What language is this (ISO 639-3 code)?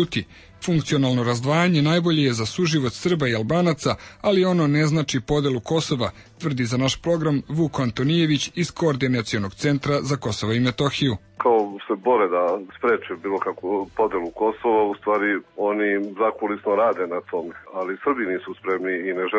srp